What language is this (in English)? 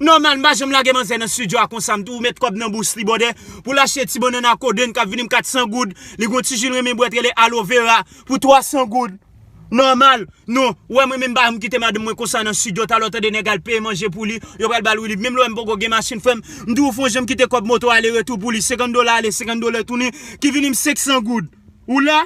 Haitian Creole